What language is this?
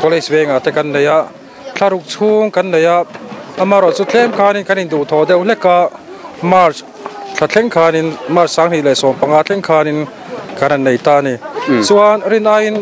Mizo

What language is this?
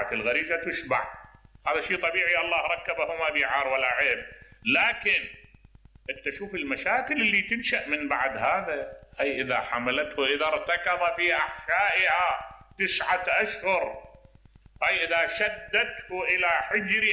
Mesopotamian Arabic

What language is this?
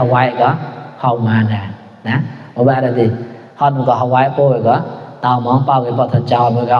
Mon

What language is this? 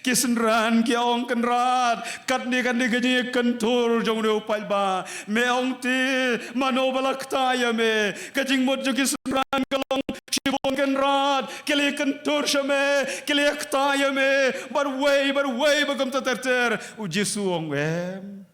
Khasi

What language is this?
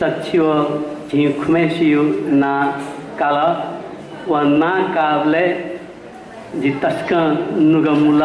Newari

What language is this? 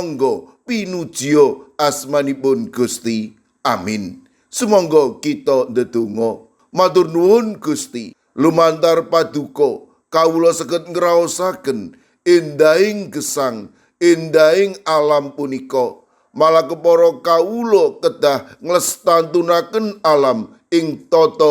Javanese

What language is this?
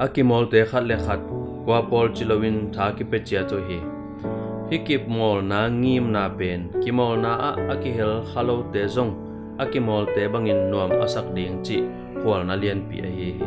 Tedim Chin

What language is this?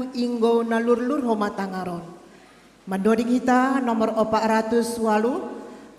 Batak Simalungun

